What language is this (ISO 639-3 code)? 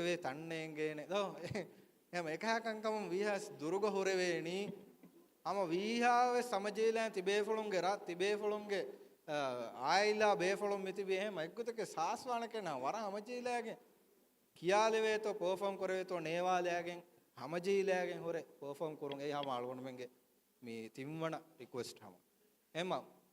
div